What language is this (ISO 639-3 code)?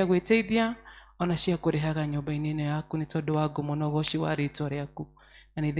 kik